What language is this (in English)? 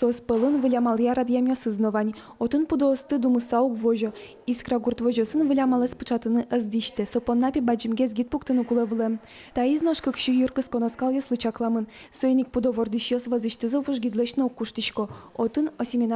Udmurt